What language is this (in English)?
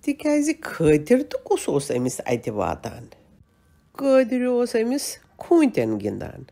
Kashmiri